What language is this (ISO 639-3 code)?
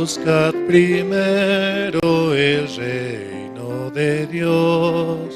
aym